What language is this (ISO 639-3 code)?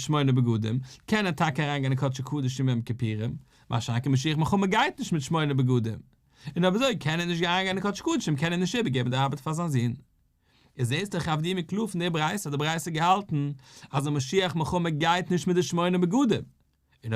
yid